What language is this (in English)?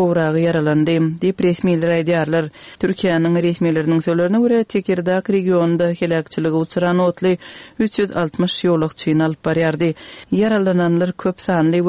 Turkmen